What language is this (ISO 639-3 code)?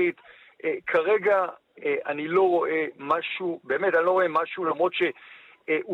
heb